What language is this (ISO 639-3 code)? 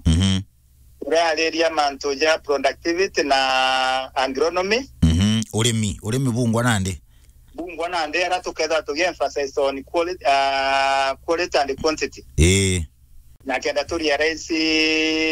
mer